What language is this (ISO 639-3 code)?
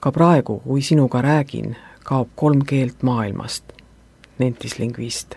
est